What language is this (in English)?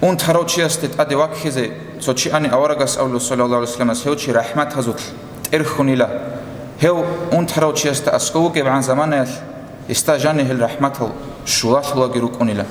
Avaric